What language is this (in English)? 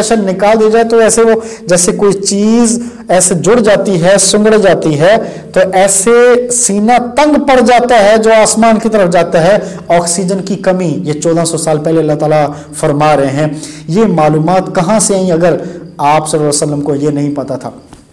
Urdu